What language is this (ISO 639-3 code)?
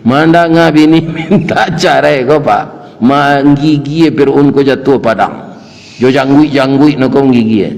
min